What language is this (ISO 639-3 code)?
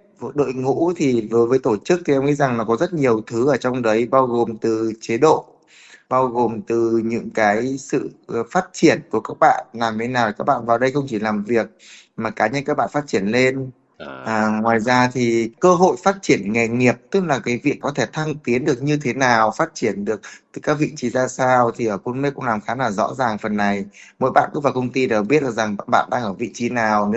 vie